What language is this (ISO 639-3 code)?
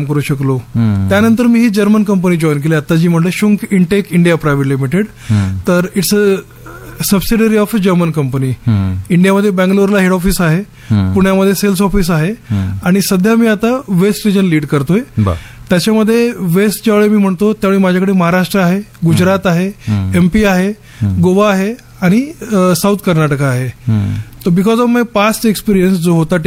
mar